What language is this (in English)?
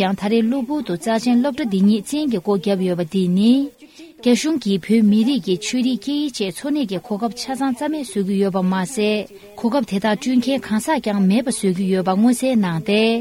Tibetan